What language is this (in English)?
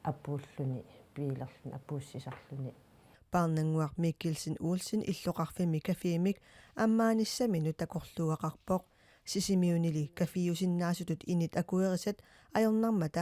Kalaallisut